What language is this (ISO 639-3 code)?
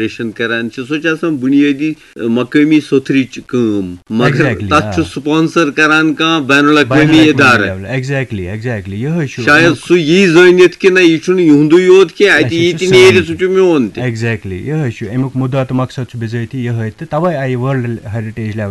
kas